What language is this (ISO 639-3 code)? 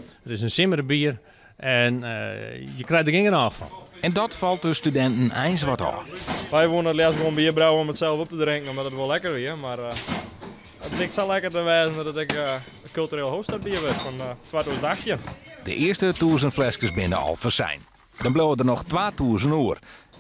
fry